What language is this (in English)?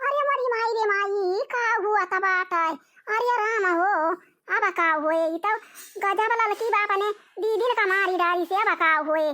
Awadhi